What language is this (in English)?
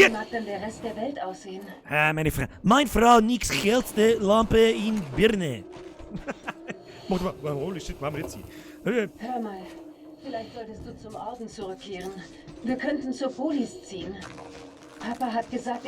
Bavarian